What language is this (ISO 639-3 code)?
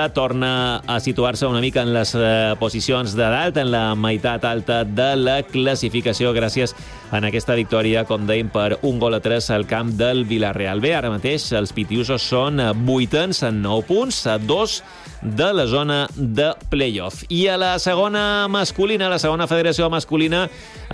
cat